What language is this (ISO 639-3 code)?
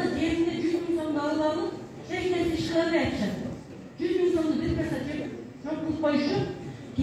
kir